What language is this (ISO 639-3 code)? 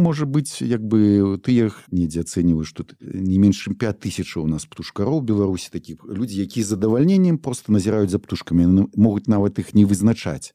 bel